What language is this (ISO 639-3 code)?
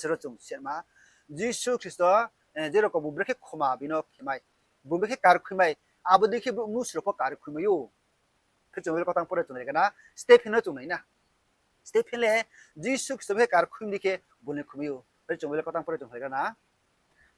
ria